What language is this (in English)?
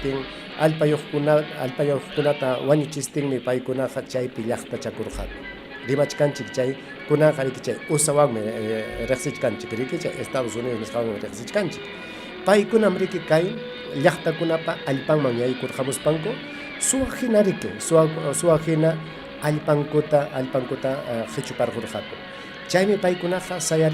Ayacucho Quechua